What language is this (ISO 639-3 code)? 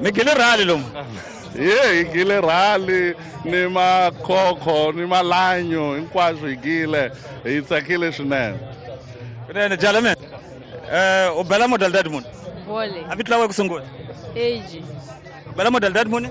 tso